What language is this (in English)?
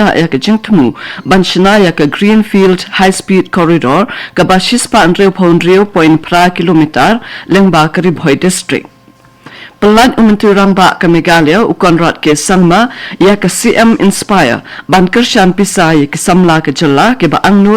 Khasi